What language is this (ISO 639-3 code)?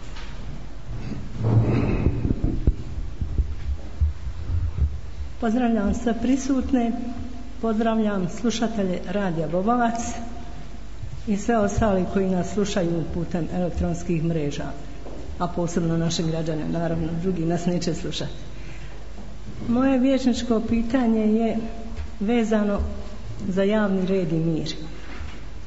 bos